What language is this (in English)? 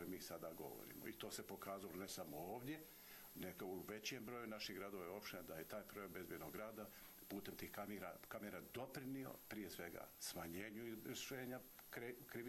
Bosnian